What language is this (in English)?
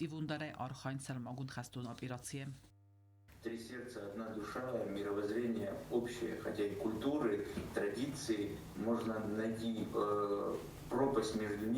Ossetic